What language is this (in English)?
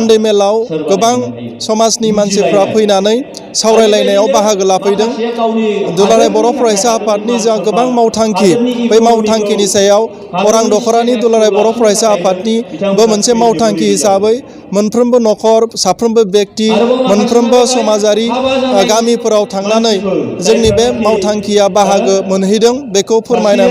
Bodo